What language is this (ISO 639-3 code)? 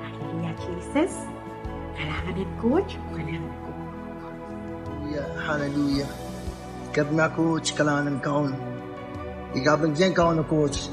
pon